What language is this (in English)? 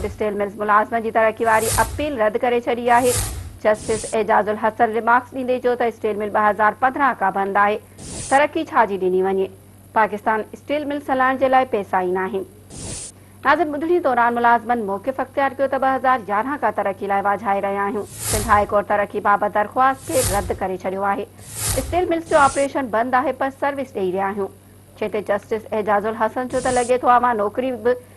Sindhi